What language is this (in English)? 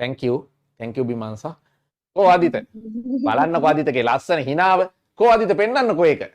Sinhala